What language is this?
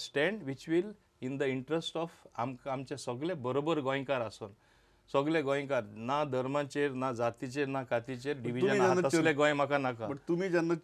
Konkani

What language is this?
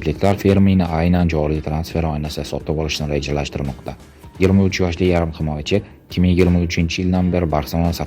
Uzbek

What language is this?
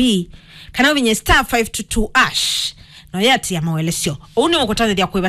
Kamba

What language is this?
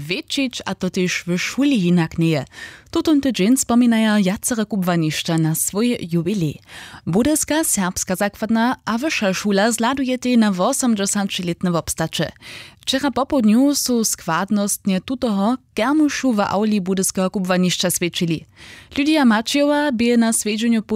Upper Sorbian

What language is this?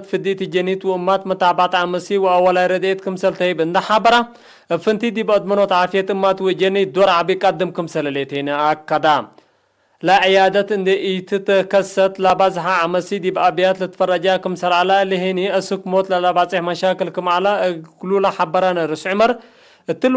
Tigre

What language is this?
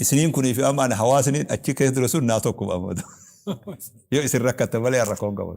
Oromo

